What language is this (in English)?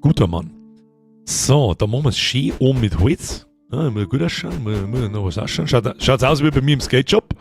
Bavarian